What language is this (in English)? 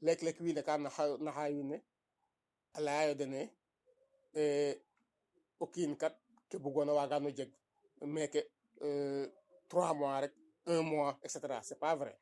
Serer